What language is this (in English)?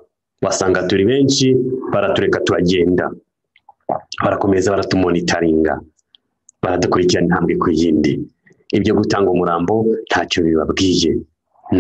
Kinyarwanda